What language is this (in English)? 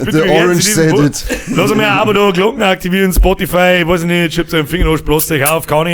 Bavarian